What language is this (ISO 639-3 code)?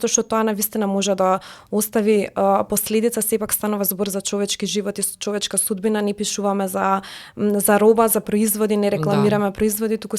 mkd